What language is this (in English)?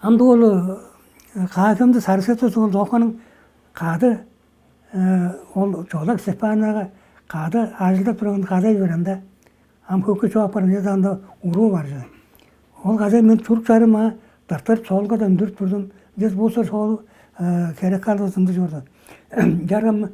Tuvinian